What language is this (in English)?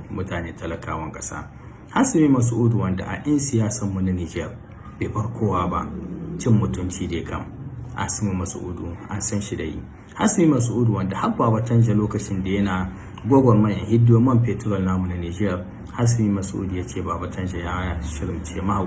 Hausa